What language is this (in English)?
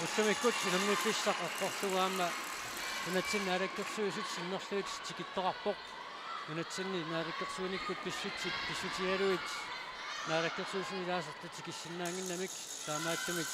Kalaallisut